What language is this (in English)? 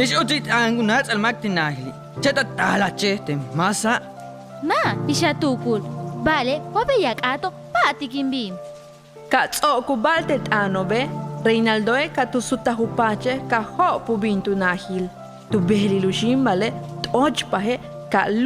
Yucateco